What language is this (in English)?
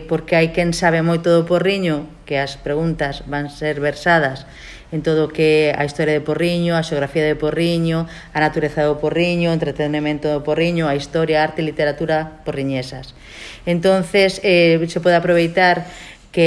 Galician